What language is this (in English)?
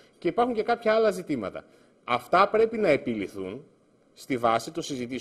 Greek